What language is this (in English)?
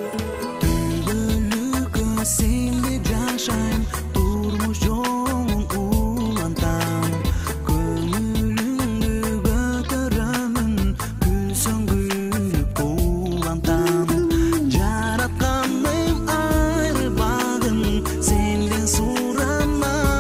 Kyrgyz